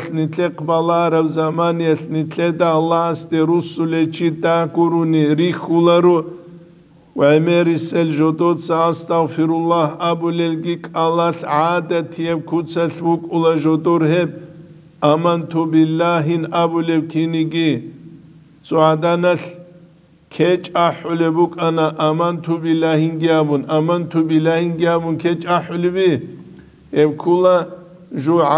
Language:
Avaric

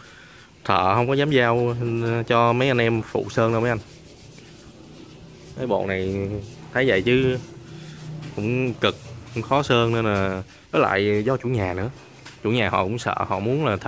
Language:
Vietnamese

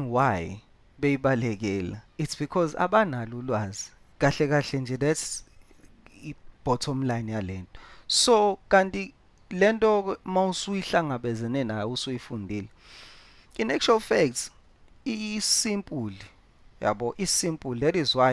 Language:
Zulu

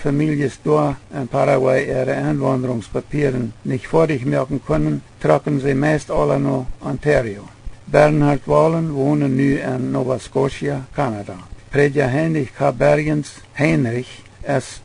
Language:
Plautdietsch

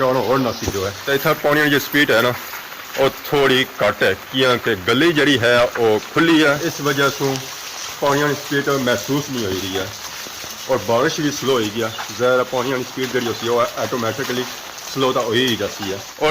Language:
Pahari-Potwari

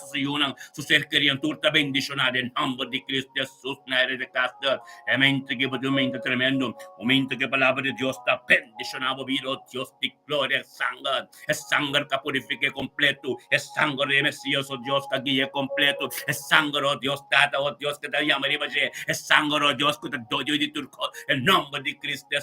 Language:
Papiamento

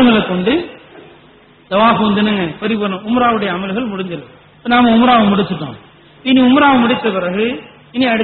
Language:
Tamil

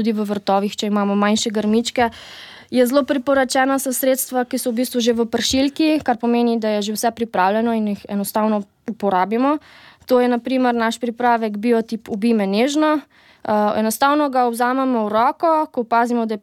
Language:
Slovenian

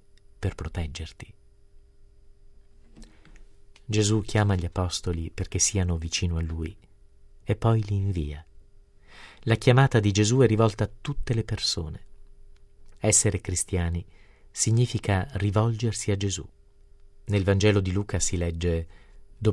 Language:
Italian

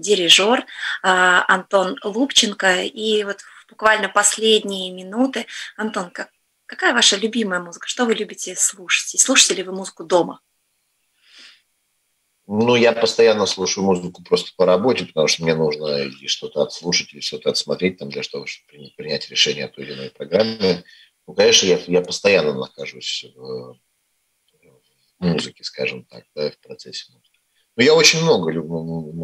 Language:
Russian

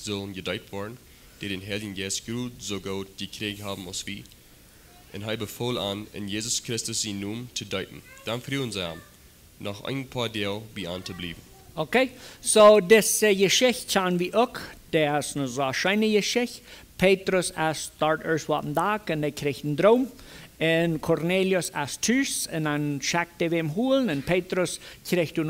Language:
Plautdietsch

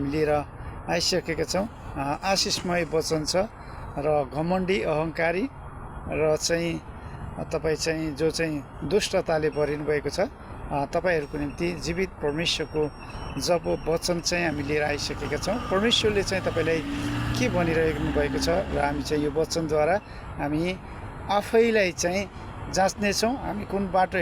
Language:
Nepali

